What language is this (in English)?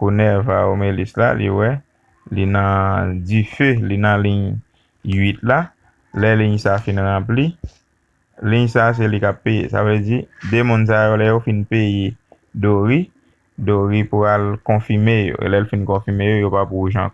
Haitian Creole